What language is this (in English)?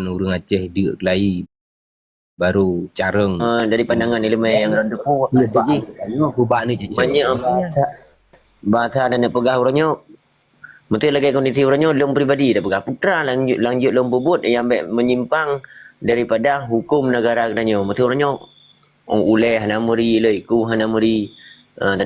Achinese